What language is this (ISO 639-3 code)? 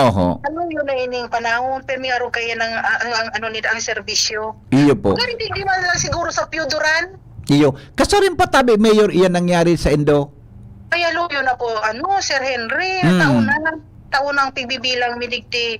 bik